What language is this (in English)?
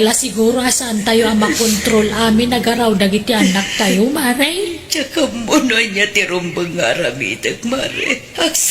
Iloko